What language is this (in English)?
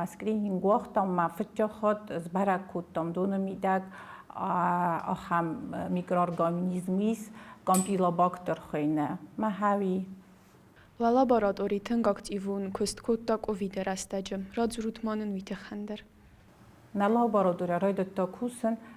Ossetic